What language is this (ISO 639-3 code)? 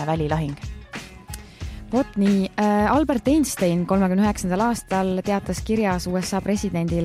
est